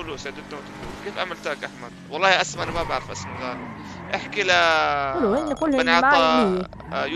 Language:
North Levantine Arabic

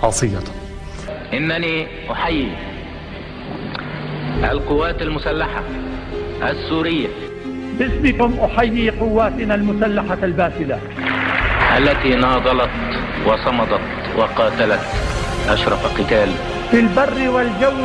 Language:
Arabic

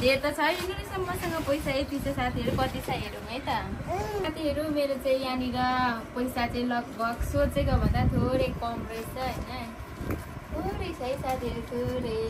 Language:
Nepali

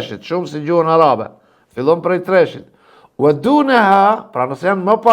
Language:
Albanian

